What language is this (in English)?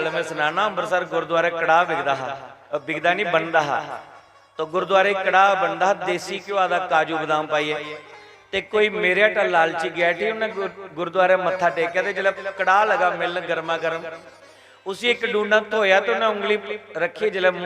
Dogri